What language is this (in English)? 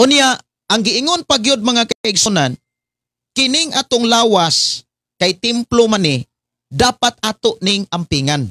Cebuano